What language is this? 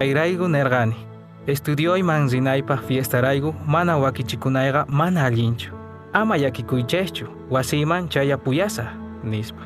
Quechua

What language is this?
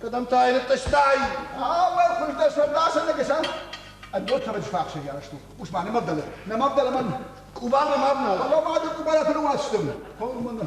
Ossetic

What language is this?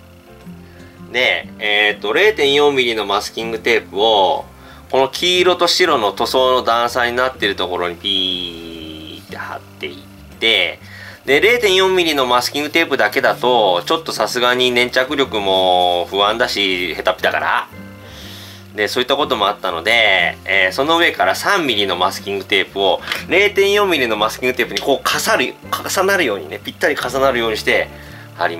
Japanese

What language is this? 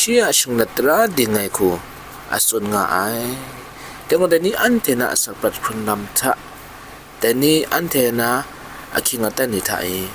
Kachin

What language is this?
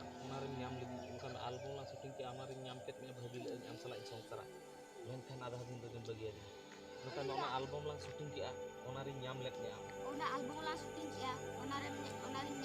Santali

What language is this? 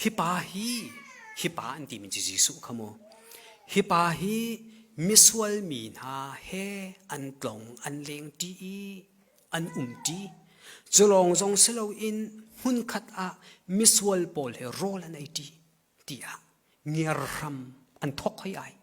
Hakha Chin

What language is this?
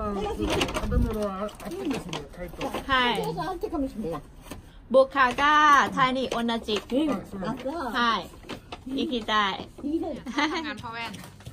Japanese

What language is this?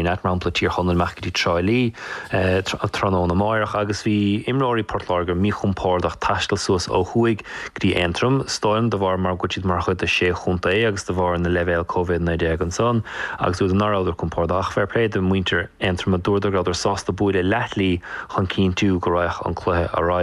Irish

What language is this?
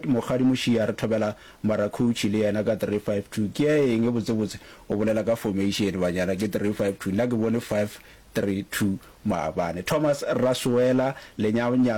Northern Sotho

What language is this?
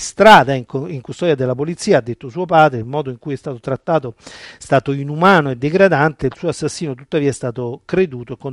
Italian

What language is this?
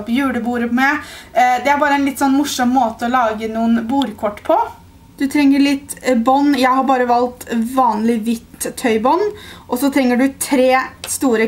Norwegian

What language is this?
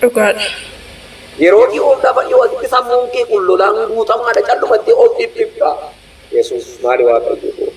Oromo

